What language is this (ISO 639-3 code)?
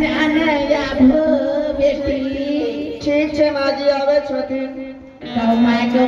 anp